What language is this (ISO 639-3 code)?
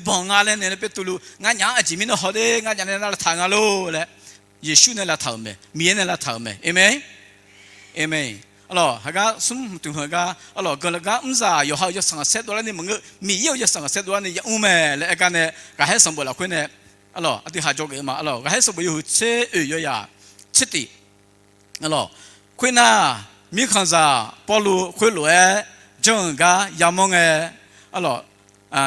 ahk